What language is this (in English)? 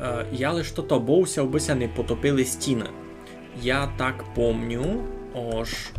Rusyn